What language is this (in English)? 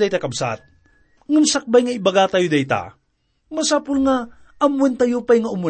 Iloko